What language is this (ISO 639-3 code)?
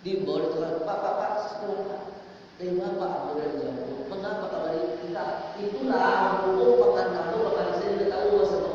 min